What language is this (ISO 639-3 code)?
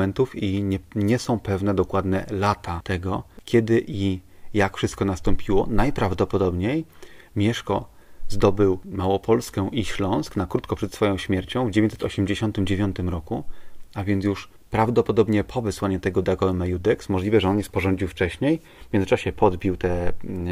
pol